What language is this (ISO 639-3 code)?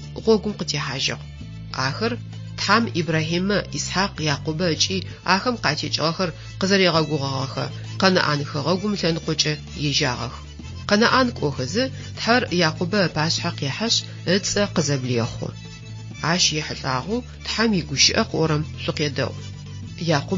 ady